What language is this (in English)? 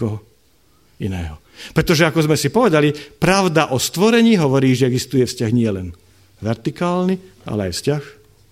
Slovak